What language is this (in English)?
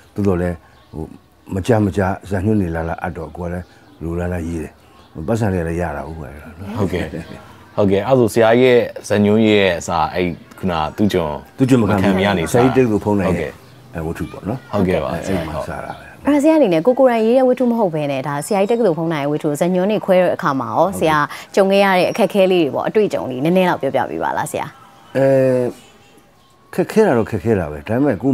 Burmese